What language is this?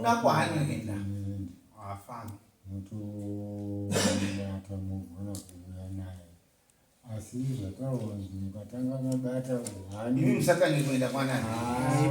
Shona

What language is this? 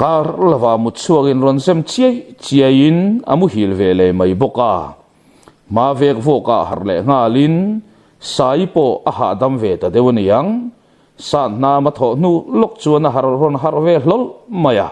Mizo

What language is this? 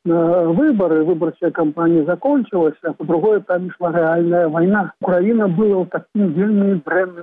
Belarusian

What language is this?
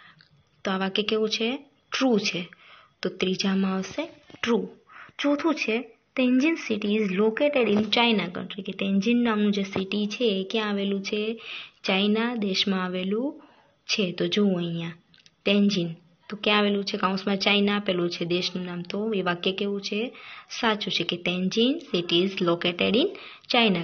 Gujarati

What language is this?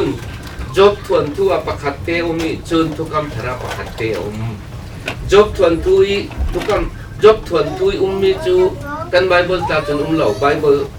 Falam Chin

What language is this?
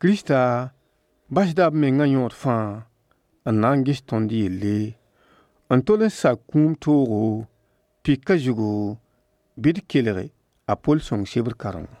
Mossi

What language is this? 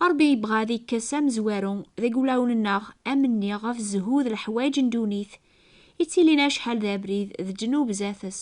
Kabyle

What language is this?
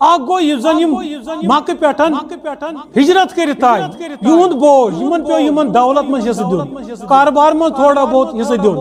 Kashmiri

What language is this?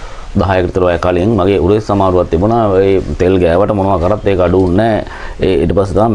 Sinhala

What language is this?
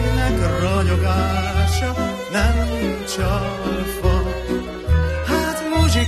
Hungarian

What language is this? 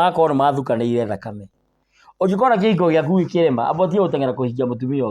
Kikuyu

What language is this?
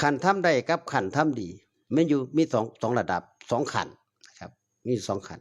Northeastern Thai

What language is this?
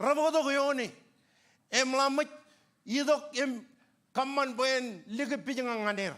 Marshallese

